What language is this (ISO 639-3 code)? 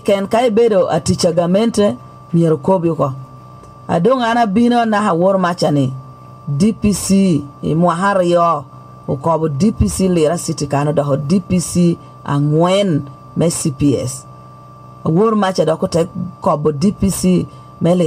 laj